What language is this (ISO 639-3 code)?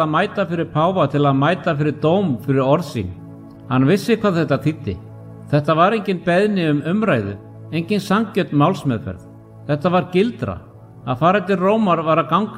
isl